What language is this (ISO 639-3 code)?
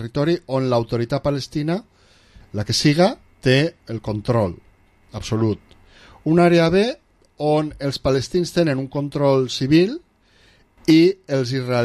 cat